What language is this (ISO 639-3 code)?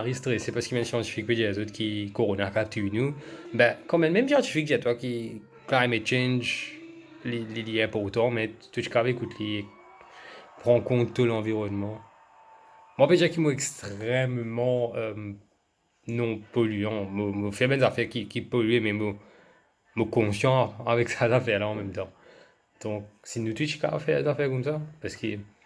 mfe